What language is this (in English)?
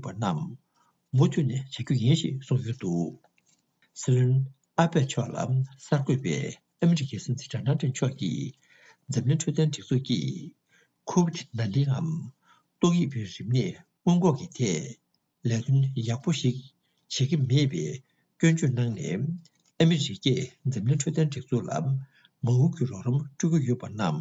Tibetan